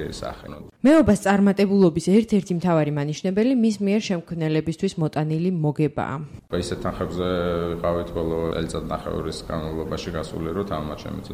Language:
Georgian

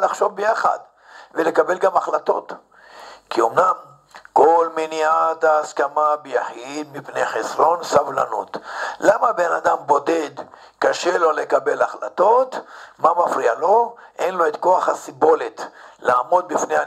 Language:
Hebrew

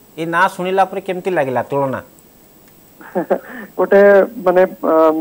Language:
Odia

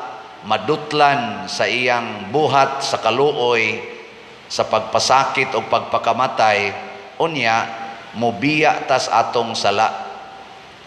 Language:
Cebuano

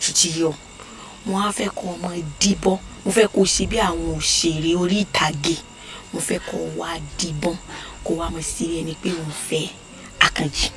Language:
Yoruba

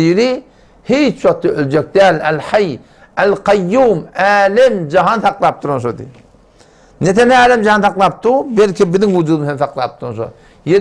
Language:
Turkmen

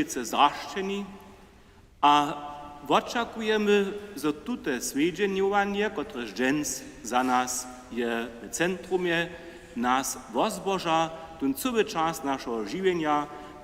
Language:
Upper Sorbian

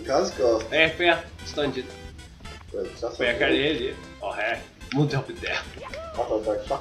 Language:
Faroese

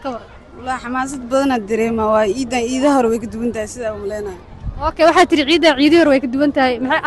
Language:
Somali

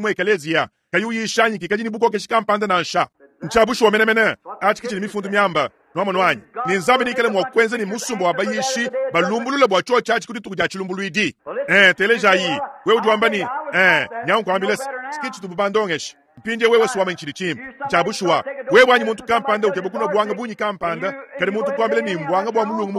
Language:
Luba-Lulua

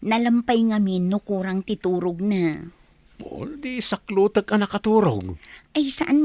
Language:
Iloko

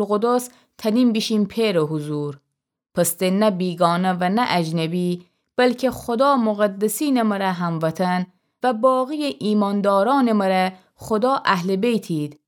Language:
Gilaki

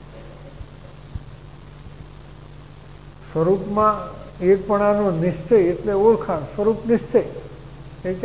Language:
Gujarati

